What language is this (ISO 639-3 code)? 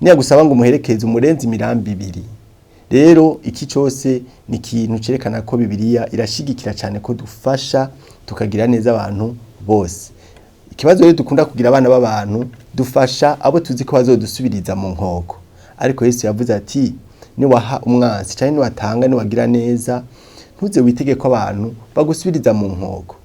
run